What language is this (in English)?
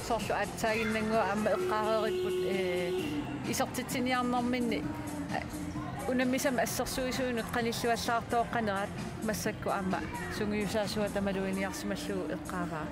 Kalaallisut